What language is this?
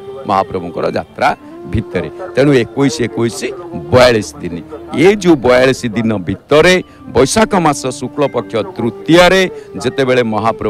Odia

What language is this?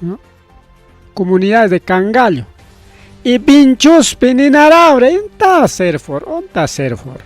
Ayacucho Quechua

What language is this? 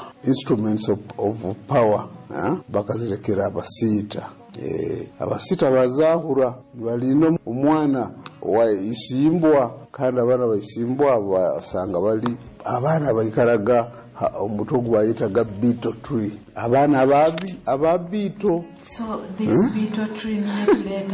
Nyoro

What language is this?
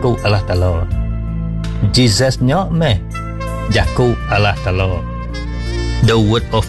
Iban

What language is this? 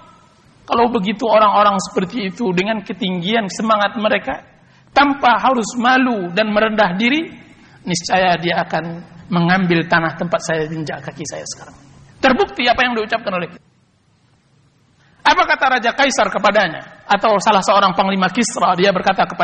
Indonesian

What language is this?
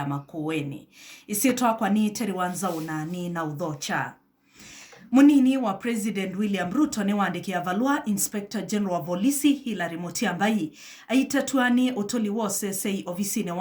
Kamba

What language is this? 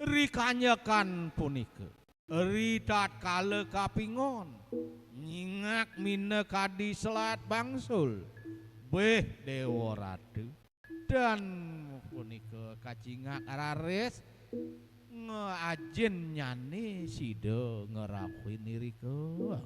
Balinese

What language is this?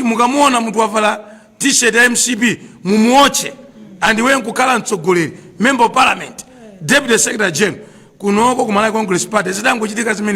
Nyanja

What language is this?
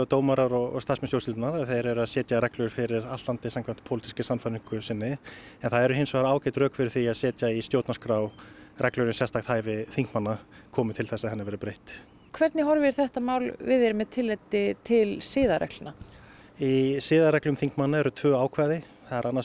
Icelandic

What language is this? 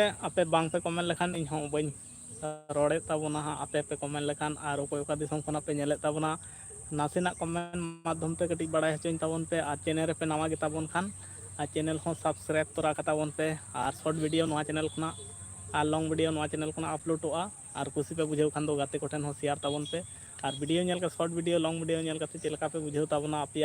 Santali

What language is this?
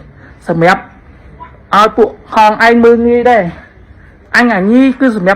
Khmer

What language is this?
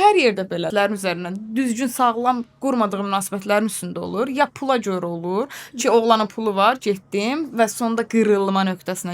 Azerbaijani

